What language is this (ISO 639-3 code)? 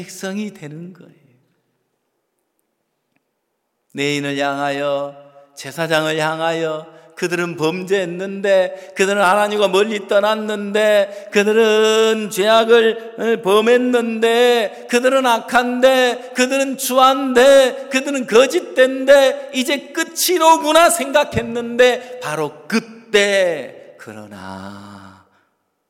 kor